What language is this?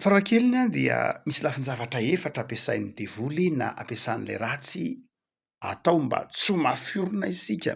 Malagasy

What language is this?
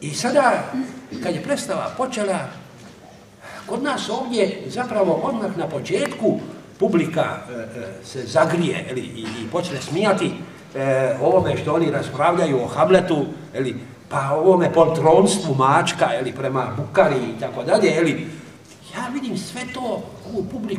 Croatian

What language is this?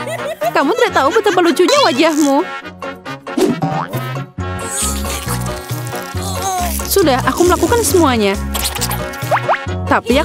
Indonesian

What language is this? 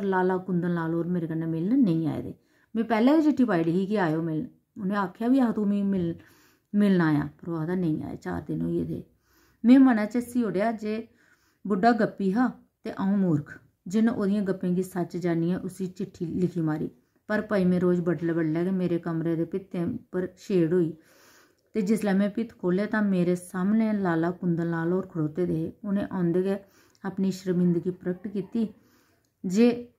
Dogri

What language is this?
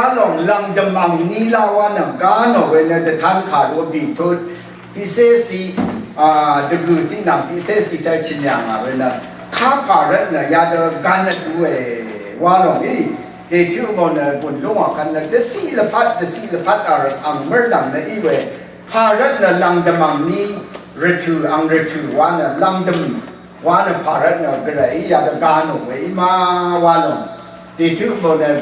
Rawang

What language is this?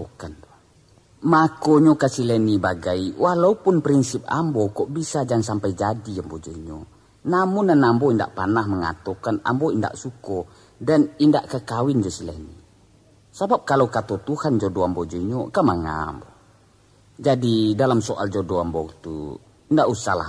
Minangkabau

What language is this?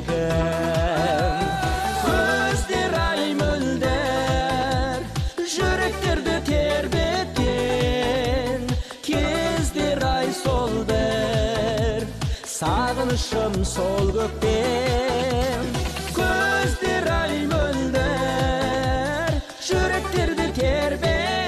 Kazakh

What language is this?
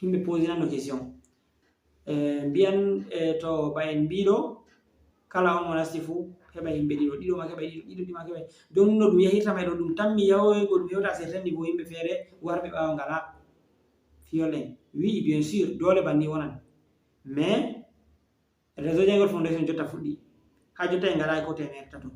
Fula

